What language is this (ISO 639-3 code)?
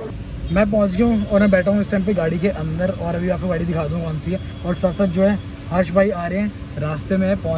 hin